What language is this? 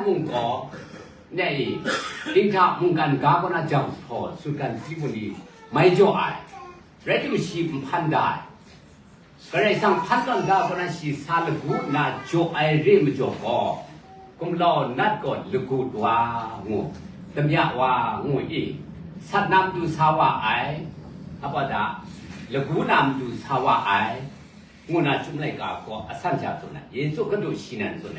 Kachin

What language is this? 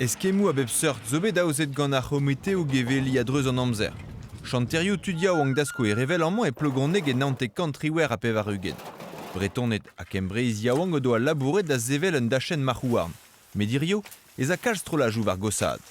Breton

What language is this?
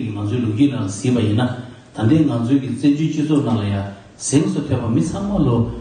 Tibetan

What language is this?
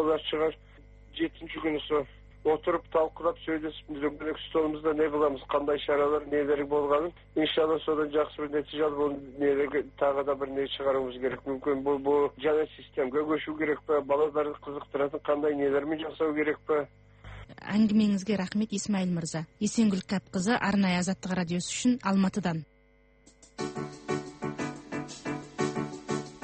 Kazakh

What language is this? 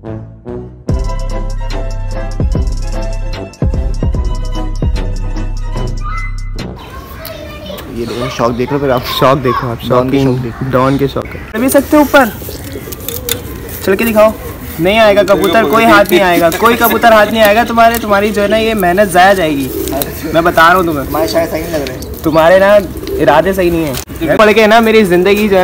Hindi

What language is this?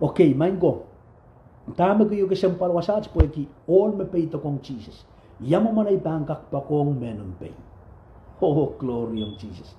Pohnpeian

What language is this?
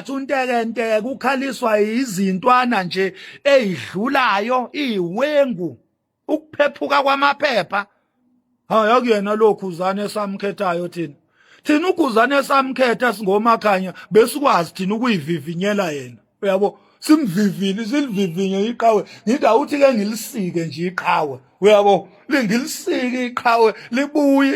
Zulu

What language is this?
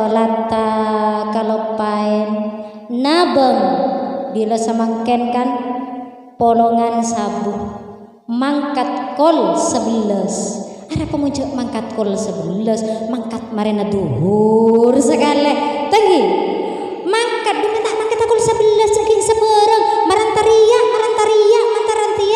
Madurese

